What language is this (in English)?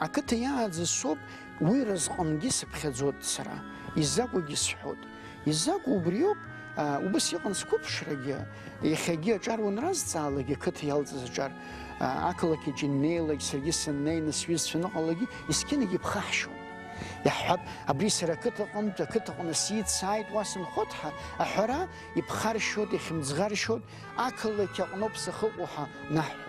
Abkhazian